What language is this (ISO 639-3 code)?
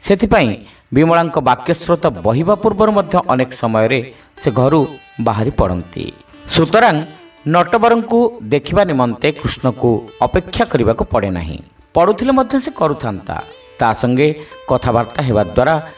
ori